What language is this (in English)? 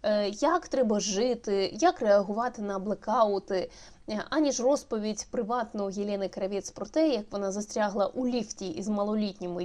Ukrainian